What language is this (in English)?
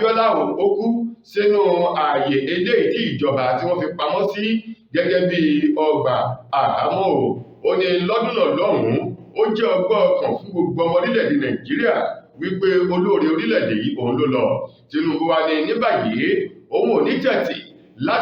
Yoruba